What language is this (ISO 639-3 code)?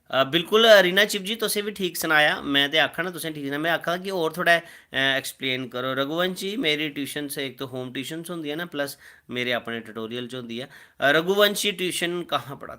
doi